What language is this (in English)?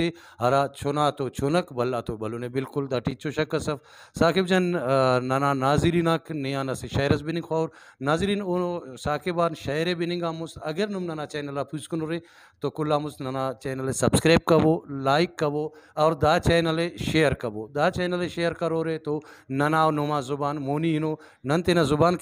Brahui